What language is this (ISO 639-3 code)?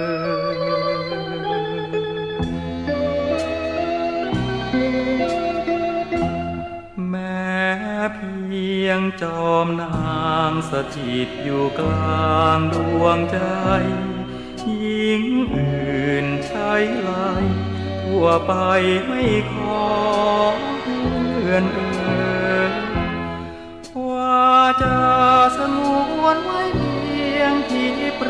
tha